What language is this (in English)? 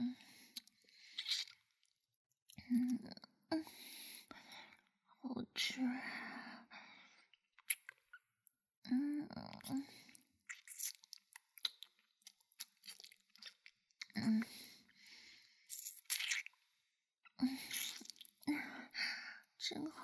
Chinese